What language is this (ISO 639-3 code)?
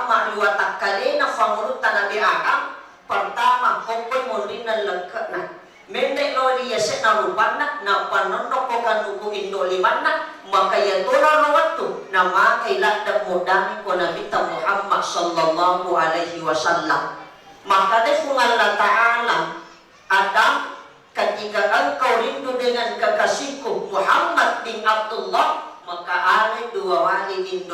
bug